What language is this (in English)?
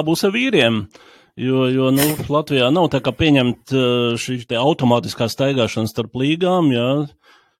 Latvian